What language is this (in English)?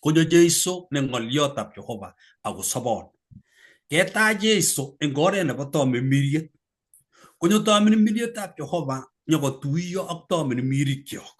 Kalenjin